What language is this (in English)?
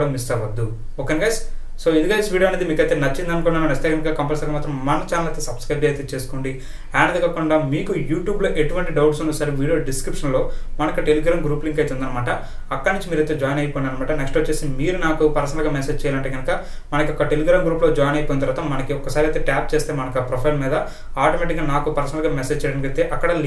Telugu